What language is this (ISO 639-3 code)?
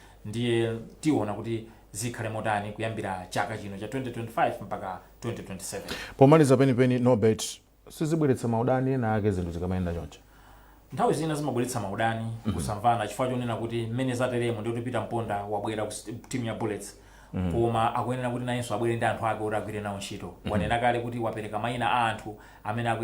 nya